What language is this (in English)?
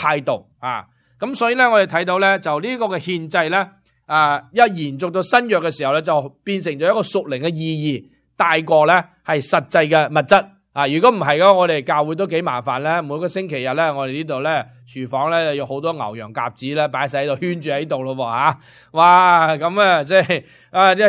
Cantonese